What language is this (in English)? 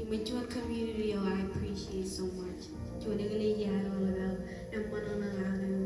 Marshallese